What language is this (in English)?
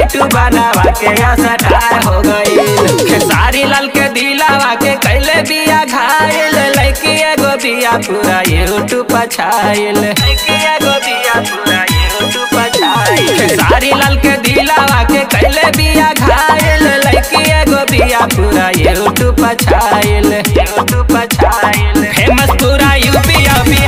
Bhojpuri